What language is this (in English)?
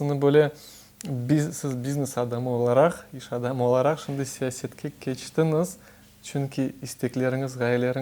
Crimean Tatar